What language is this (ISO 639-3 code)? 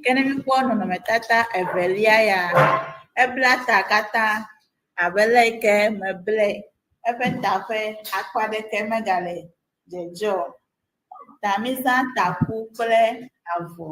ewe